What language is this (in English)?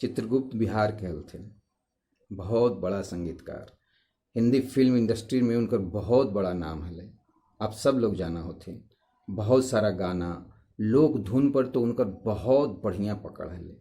Magahi